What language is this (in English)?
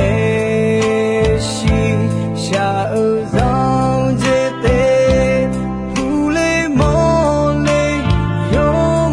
Akha